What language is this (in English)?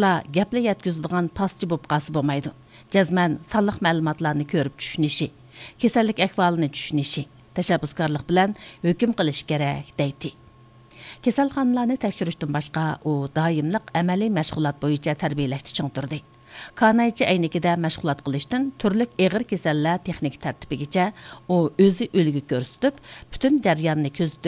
Uyghur